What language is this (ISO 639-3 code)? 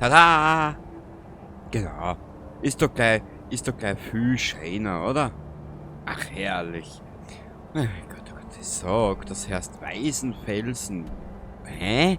bar